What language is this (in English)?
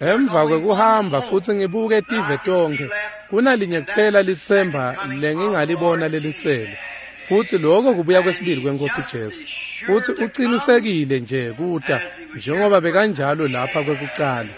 Swati